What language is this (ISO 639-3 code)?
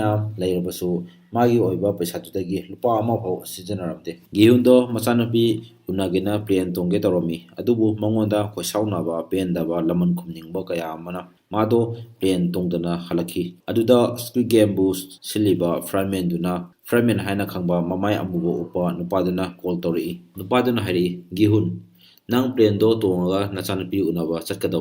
mni